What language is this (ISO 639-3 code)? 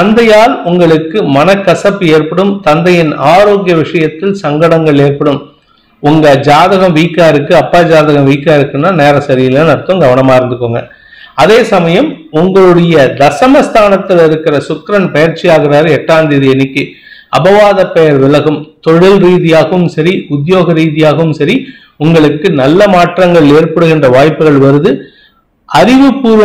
tam